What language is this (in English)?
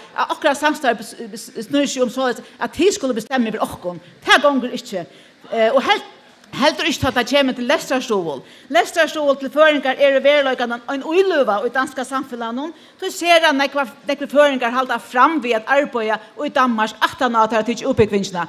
Faroese